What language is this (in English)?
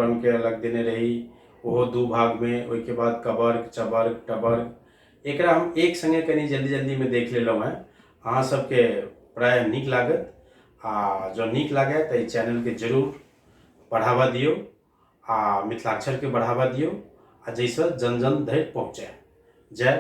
Maithili